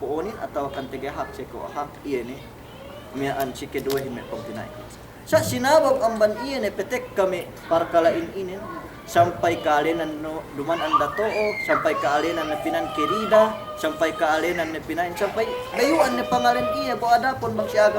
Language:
Yakan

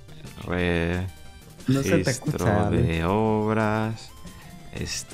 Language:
Spanish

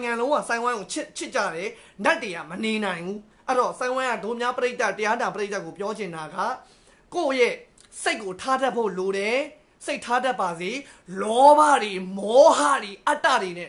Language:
Burmese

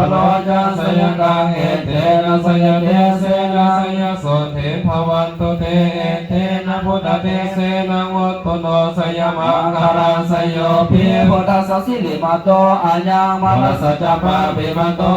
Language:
Pali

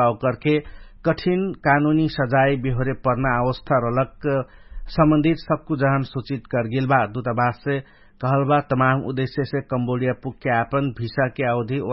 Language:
Dangaura Tharu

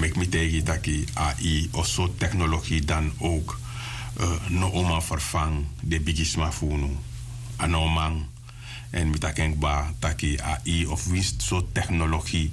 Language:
Sranan Tongo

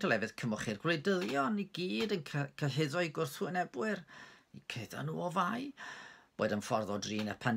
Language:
Welsh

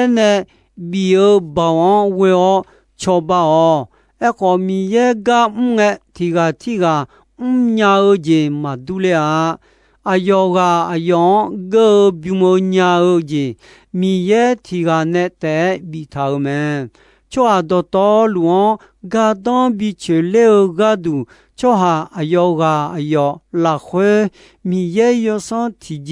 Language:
Akha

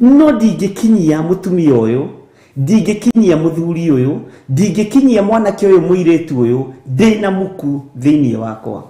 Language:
Kikuyu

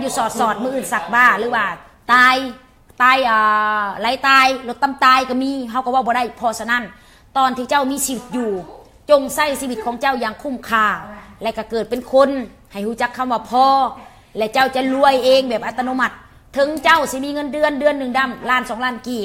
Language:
Lao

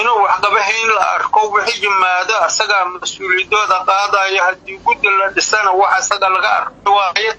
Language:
Somali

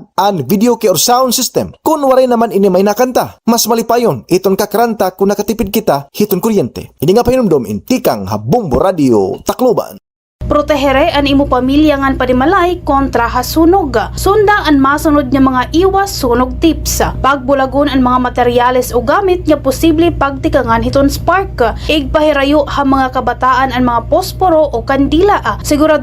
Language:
Waray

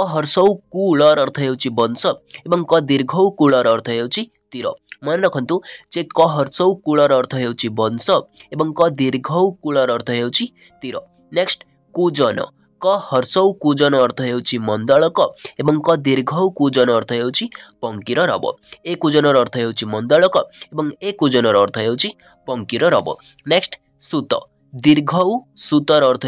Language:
Odia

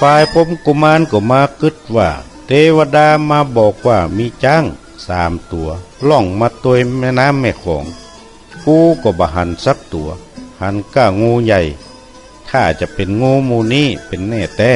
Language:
Northern Thai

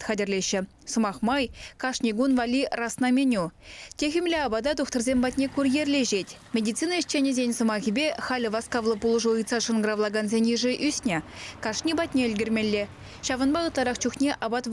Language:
Chuvash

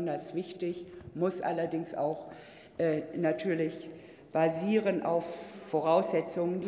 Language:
German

